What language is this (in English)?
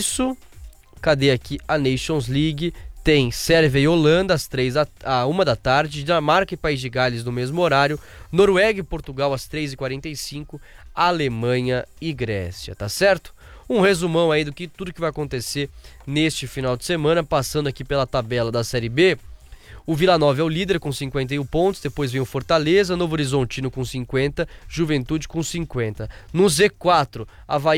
Portuguese